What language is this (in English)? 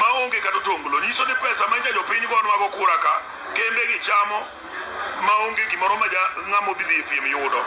Luo (Kenya and Tanzania)